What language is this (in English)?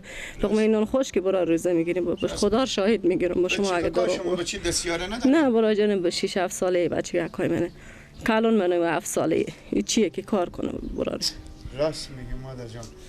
Persian